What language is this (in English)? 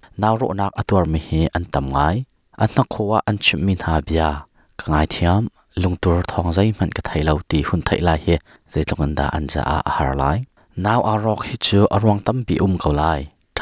Hakha Chin